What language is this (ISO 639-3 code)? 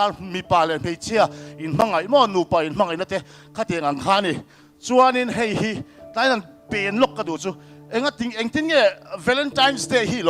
lus